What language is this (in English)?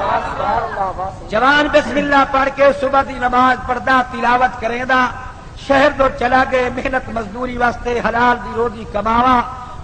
Saraiki